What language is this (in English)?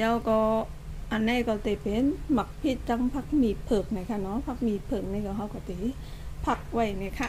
Shan